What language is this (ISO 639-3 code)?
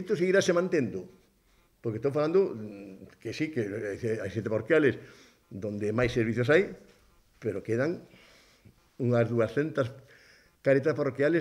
glg